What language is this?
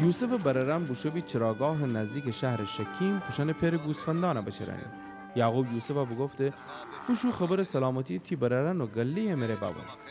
Gilaki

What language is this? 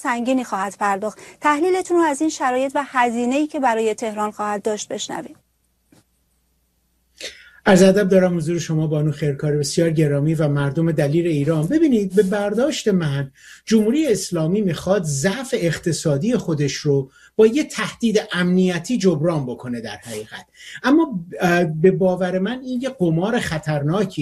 Persian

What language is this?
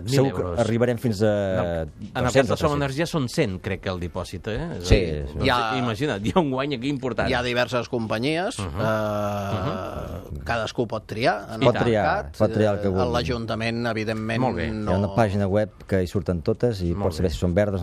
Catalan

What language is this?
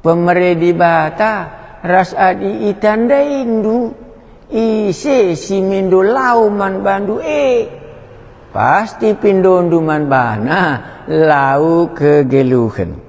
Batak Karo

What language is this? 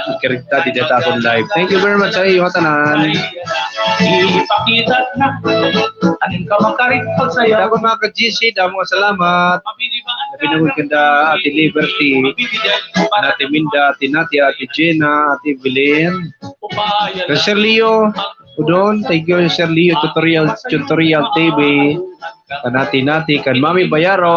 Waray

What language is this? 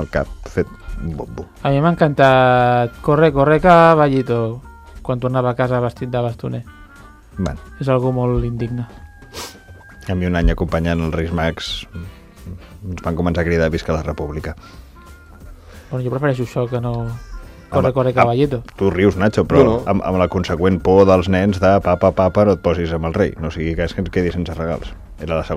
Catalan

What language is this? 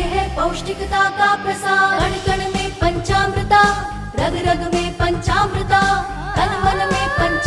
Konkani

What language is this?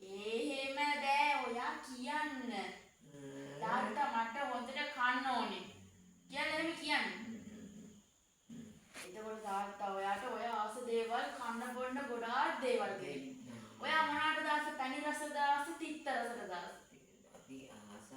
Sinhala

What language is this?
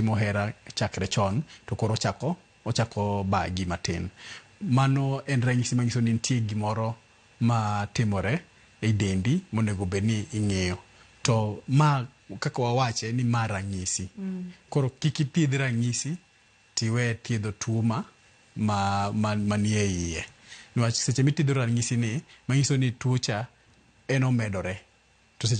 Luo (Kenya and Tanzania)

